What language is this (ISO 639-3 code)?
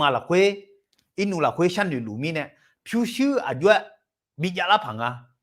ahk